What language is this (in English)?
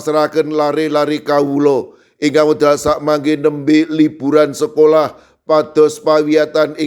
Javanese